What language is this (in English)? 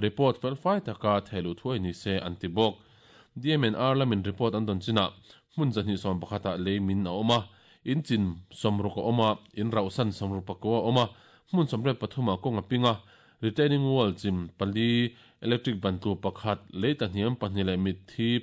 Mizo